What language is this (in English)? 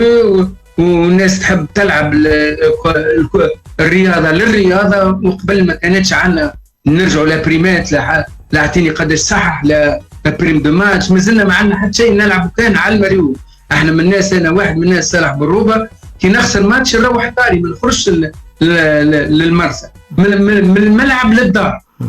Tunisian Arabic